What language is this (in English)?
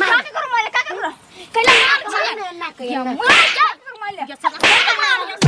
Maithili